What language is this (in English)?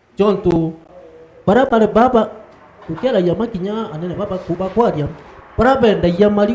Meru